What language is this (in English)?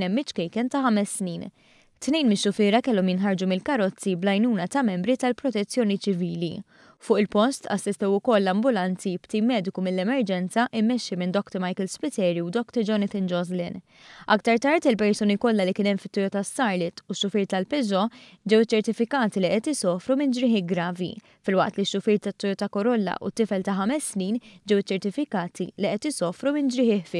Maltese